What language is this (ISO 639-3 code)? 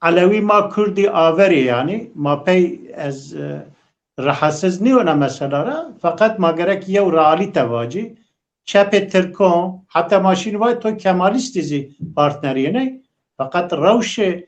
zza